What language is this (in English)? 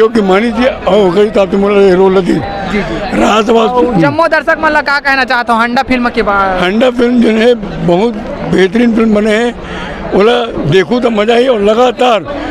Chhattisgarhi